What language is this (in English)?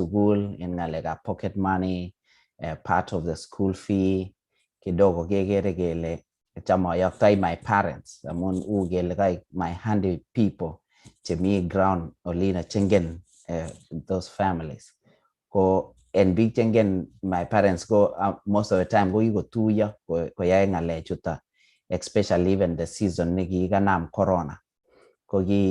Kalenjin